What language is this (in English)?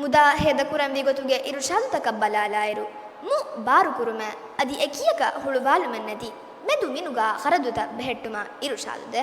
Divehi